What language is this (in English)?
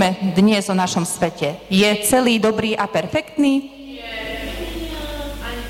Slovak